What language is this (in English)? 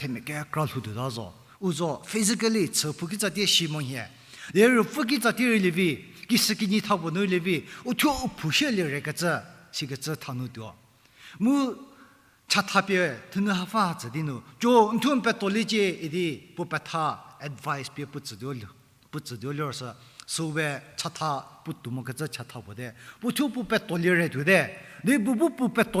Angami Naga